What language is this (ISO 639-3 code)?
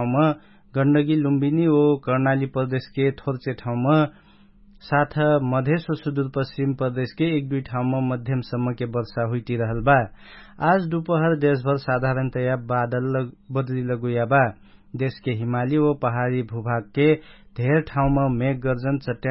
thl